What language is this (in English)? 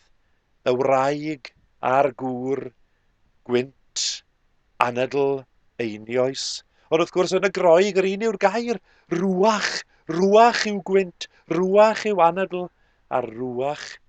Welsh